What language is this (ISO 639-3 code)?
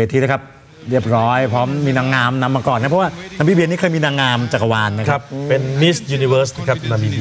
tha